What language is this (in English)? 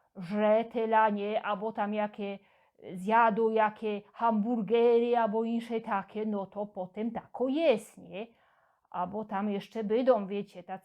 Silesian